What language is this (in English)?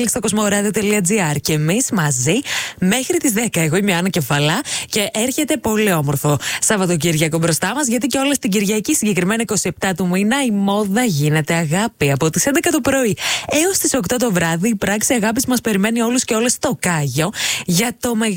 Greek